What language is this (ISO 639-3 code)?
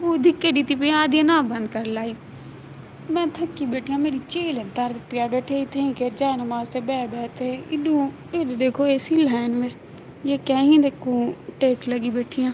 skr